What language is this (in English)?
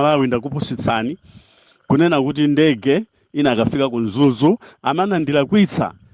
Nyanja